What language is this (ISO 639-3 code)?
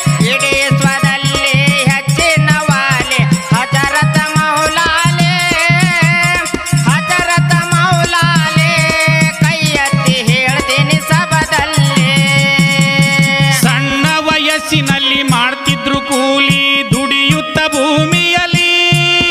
kan